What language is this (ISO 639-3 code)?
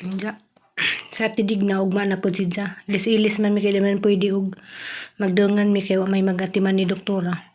ceb